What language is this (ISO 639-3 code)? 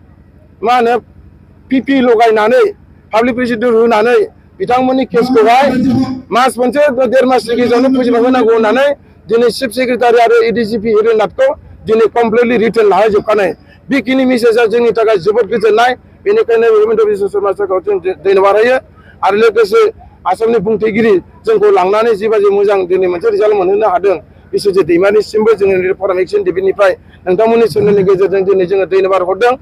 brx